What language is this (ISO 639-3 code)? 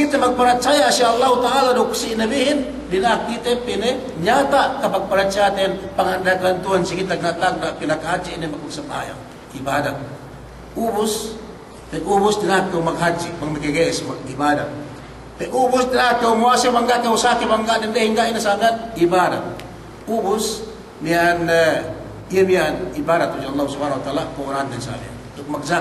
yka